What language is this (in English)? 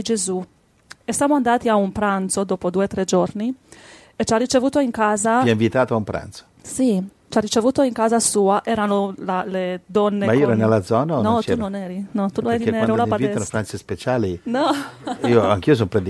Italian